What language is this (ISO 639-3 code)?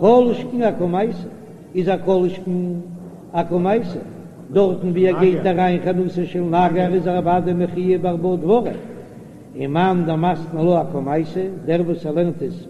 yid